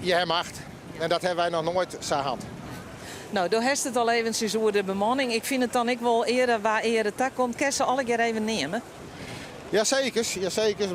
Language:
Western Frisian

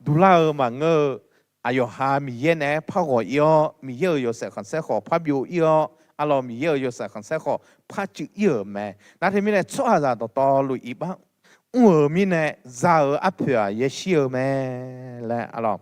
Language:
Akha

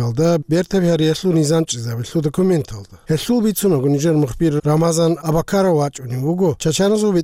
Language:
Avaric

